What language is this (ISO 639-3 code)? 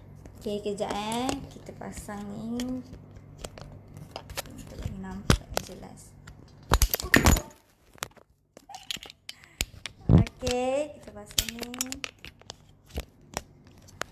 msa